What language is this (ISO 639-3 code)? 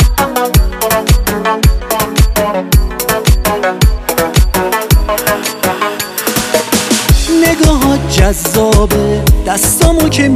fas